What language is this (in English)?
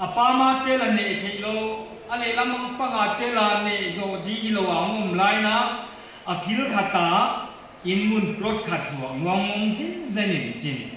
Paite Chin